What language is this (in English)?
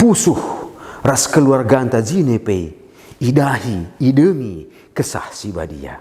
Batak Karo